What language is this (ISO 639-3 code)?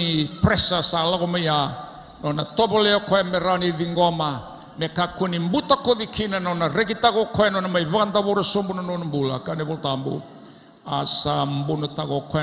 fij